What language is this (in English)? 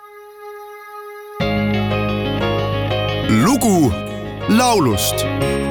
Estonian